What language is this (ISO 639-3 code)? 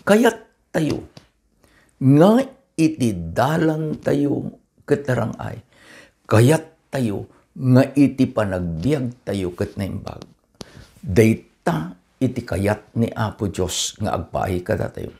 ilo